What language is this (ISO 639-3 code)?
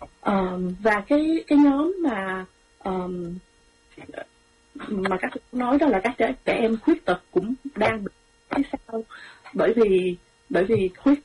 vie